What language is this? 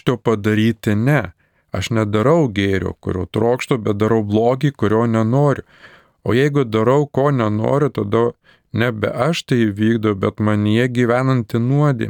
Lithuanian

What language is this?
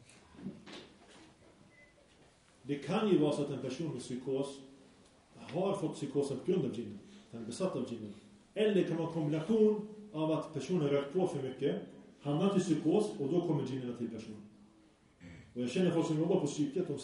Swedish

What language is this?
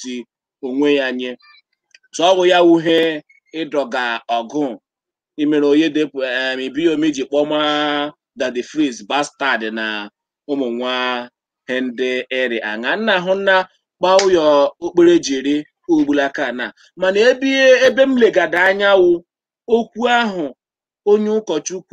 Igbo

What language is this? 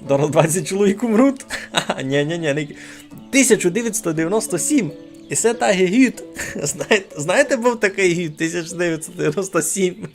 Rusyn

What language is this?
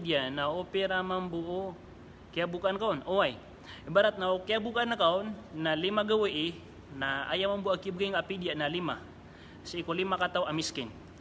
Maranao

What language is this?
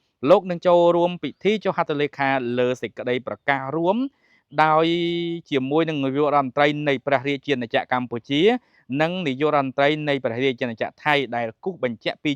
Khmer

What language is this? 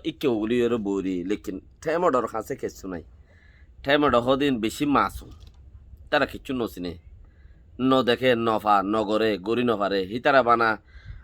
Rohingya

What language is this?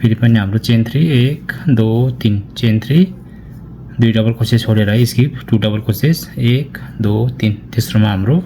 Nepali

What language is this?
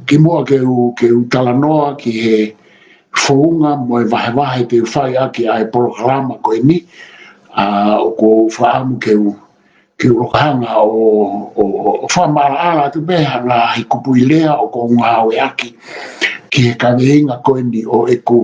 Tongan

